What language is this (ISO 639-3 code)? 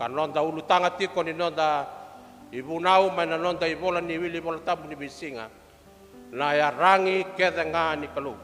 fij